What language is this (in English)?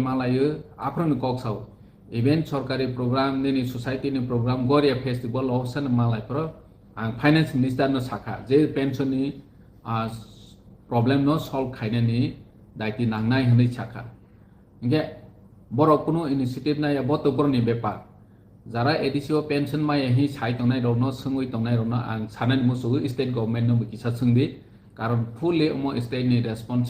Riang (India)